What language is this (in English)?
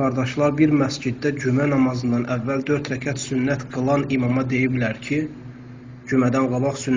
Azerbaijani